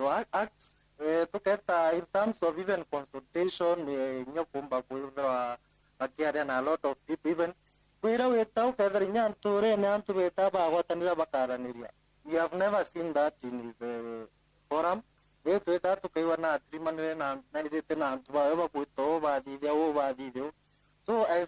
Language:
Meru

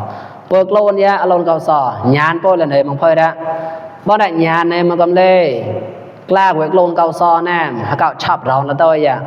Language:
Mon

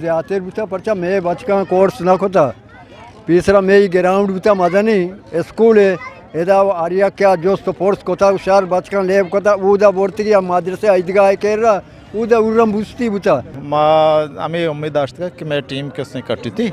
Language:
Eastern Balochi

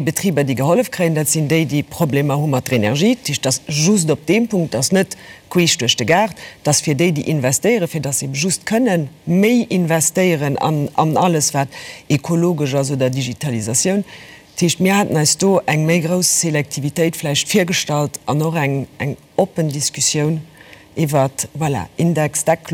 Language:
Luxembourgish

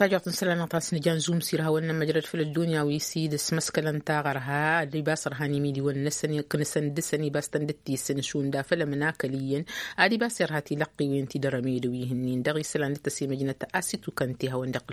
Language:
Tamasheq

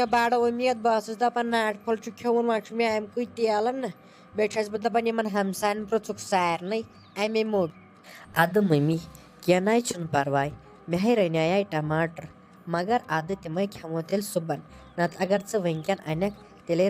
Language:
Kashmiri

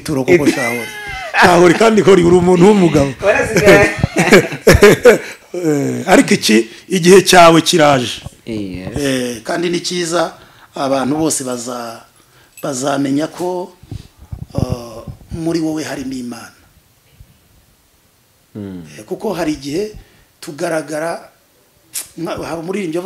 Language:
Kinyarwanda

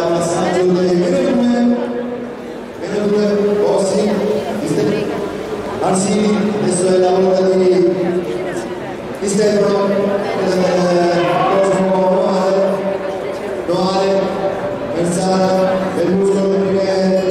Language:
Italian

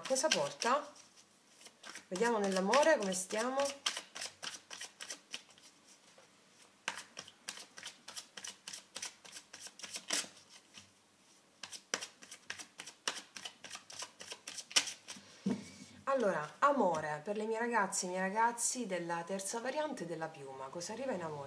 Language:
Italian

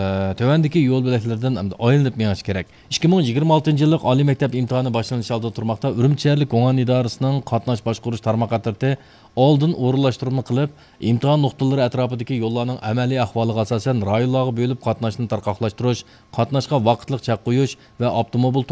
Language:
Uyghur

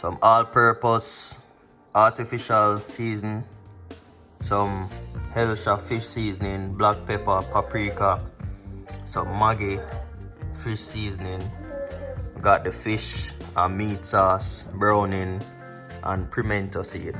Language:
Jamaican Creole English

